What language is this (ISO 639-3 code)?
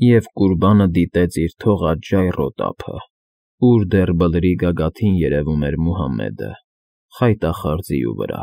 hye